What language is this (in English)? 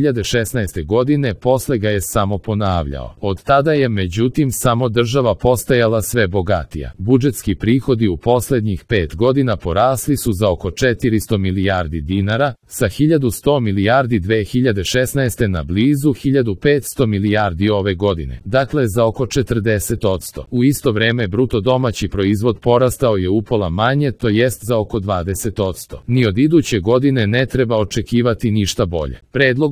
Serbian